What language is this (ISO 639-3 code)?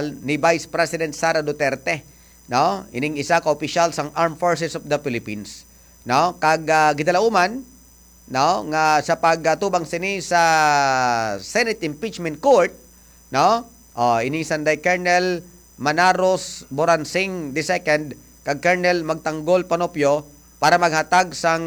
hil